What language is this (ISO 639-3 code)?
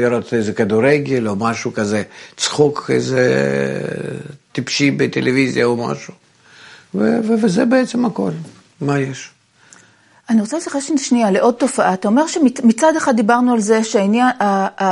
heb